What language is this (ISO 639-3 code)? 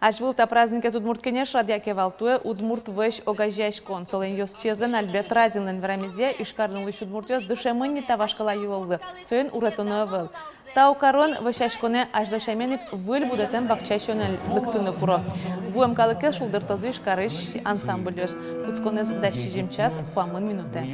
udm